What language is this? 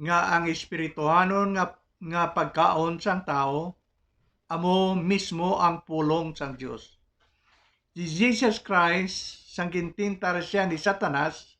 Hiligaynon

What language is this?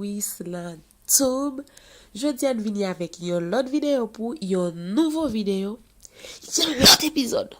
Haitian Creole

